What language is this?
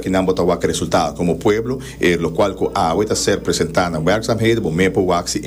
Papiamento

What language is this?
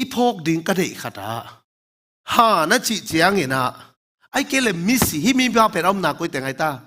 Tedim Chin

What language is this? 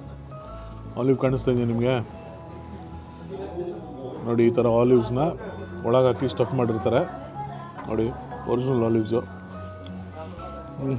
Kannada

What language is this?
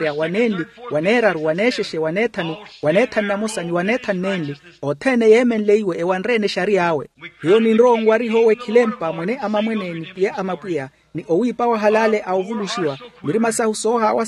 Makhuwa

